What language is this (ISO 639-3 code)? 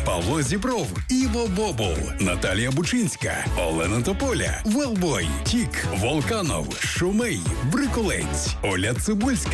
ukr